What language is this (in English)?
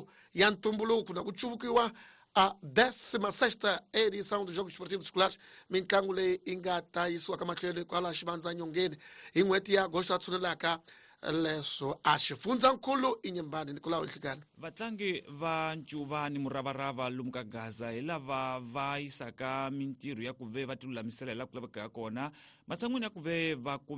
Tsonga